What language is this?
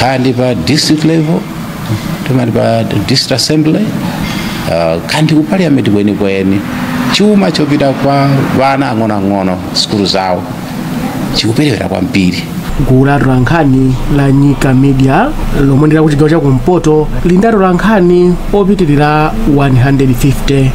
Nyanja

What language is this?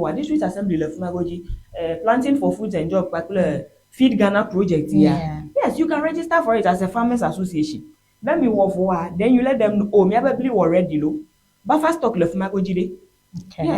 Ewe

